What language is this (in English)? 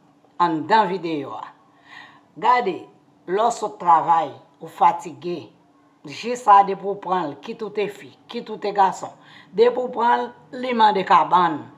Haitian Creole